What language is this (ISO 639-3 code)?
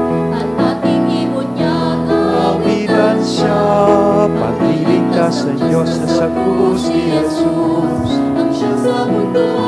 bik